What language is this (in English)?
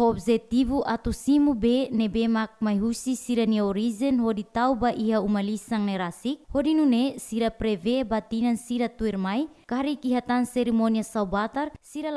Tetum